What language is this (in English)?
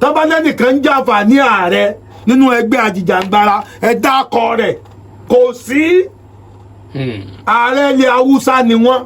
Yoruba